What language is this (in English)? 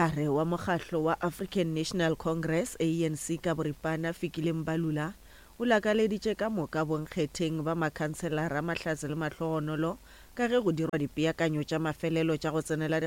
Northern Sotho